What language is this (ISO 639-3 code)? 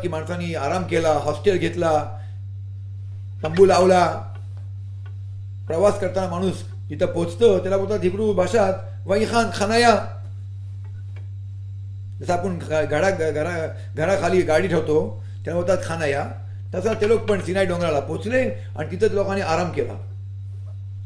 mar